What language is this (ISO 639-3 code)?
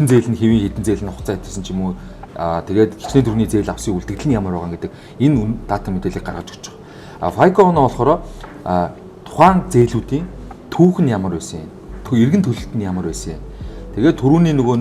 mon